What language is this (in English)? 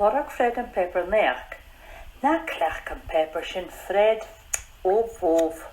Scottish Gaelic